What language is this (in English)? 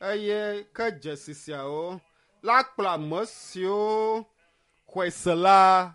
Ewe